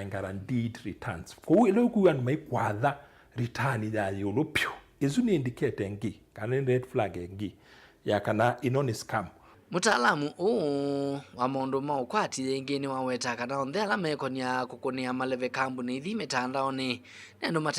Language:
Kamba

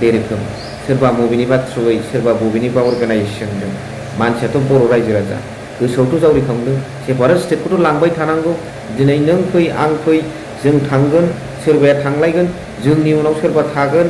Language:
Bodo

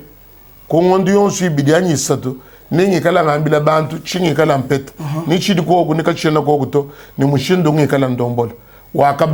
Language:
Luba-Lulua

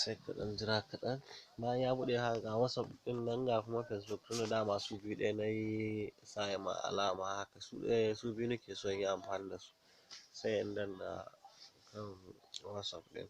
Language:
Hausa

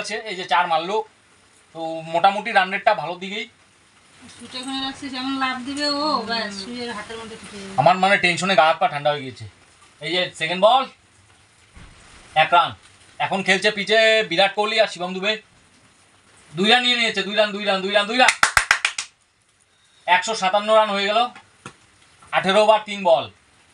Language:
Bangla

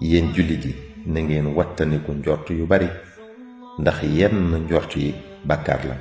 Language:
Wolof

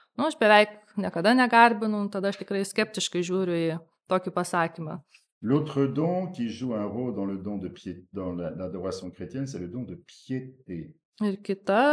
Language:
Lithuanian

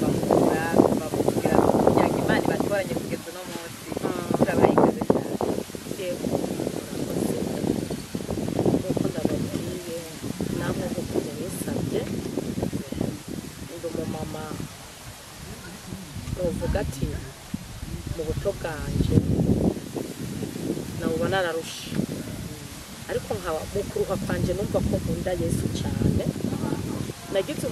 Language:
Rundi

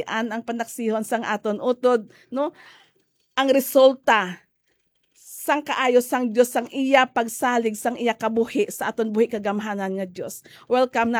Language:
Hiligaynon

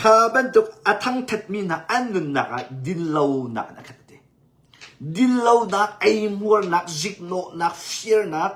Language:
Hakha Chin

